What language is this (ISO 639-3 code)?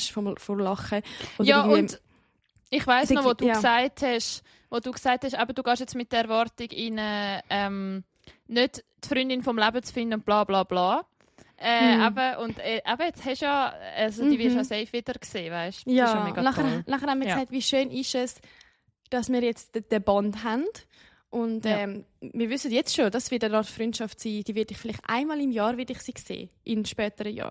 gsw